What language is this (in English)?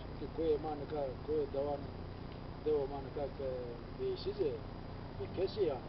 Zaza